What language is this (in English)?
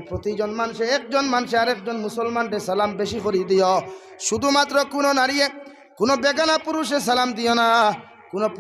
Sylheti